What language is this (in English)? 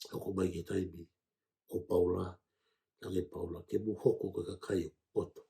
Tongan